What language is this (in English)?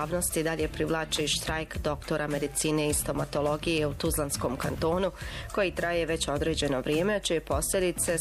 Bosnian